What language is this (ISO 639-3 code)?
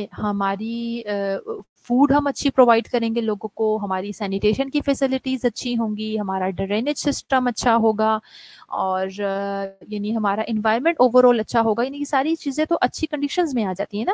urd